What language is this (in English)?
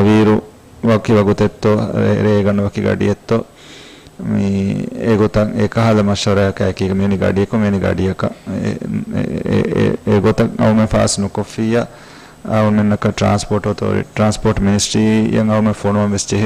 Divehi